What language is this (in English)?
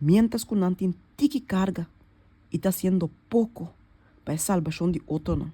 Papiamento